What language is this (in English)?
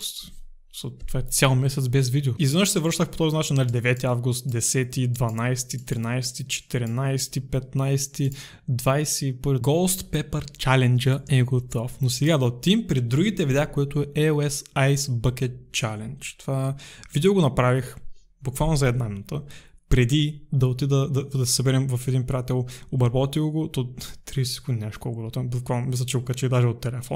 Bulgarian